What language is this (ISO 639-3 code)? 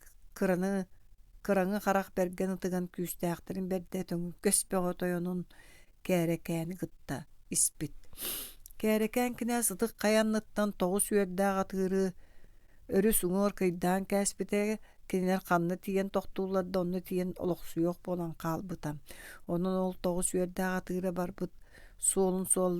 sah